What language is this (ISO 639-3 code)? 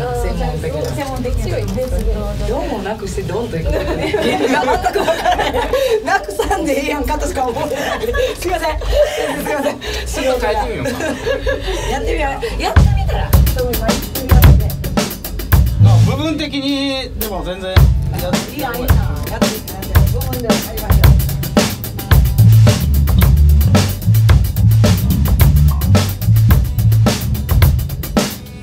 jpn